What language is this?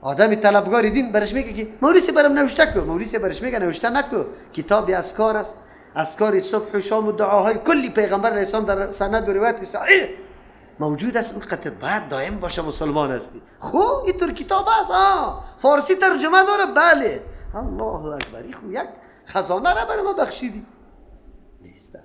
Persian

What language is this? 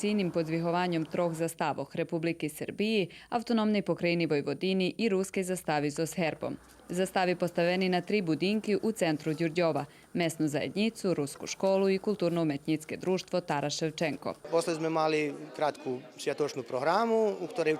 Rusyn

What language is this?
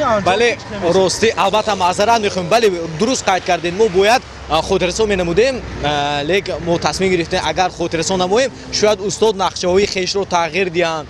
Tajik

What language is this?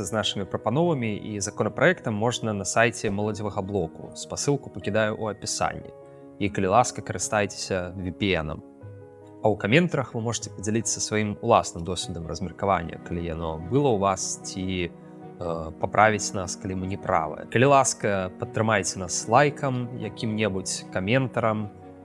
Belarusian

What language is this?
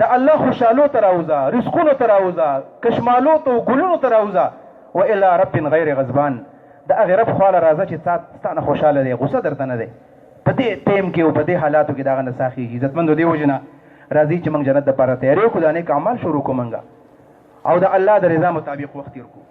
Pashto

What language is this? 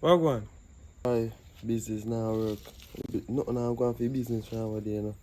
Jamaican Creole English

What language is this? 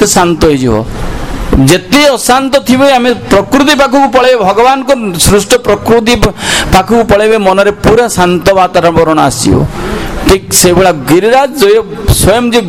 Odia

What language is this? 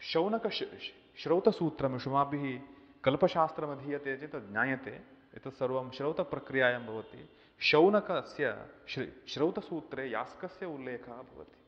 Sanskrit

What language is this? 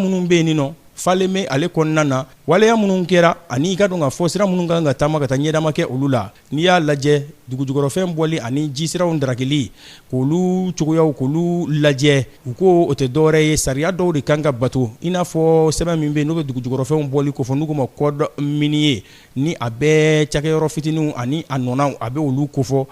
Bambara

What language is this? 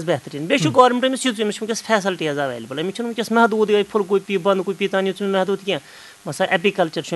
Kashmiri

